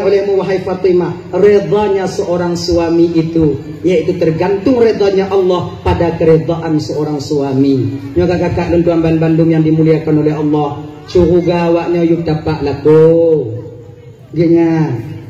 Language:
Achinese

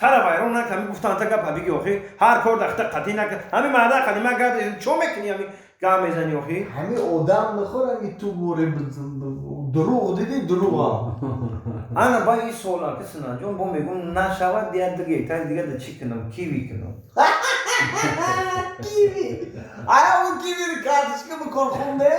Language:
Tajik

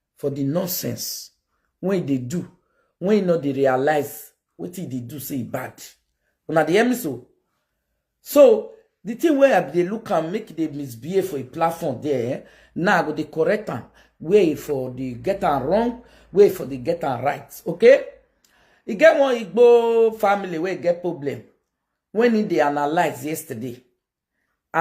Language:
Nigerian Pidgin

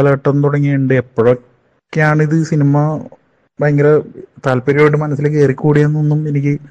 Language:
Malayalam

